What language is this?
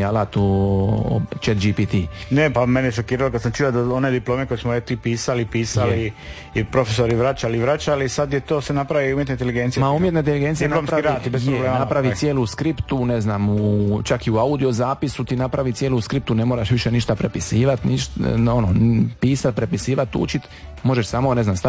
Croatian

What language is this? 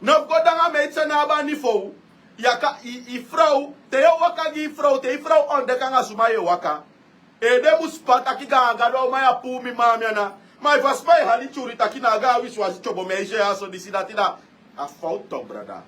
Sranan Tongo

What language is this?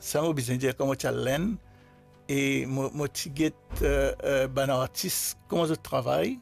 Morisyen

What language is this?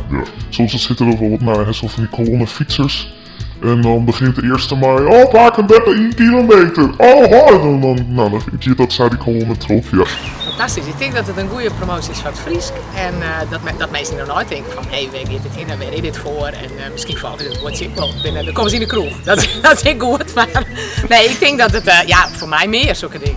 Western Frisian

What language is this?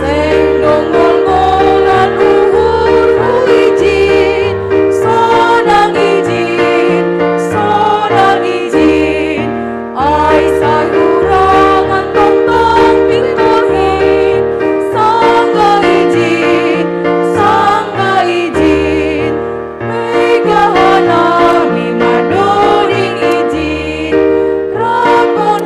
Batak Simalungun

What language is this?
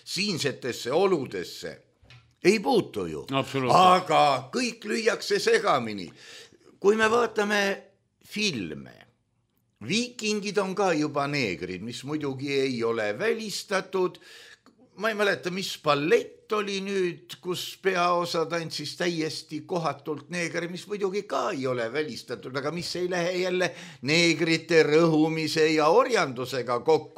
Estonian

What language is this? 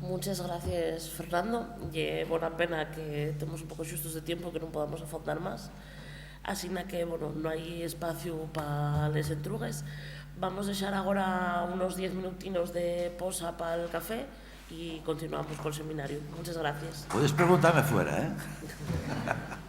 Asturian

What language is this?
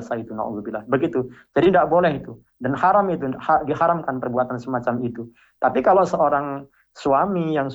Indonesian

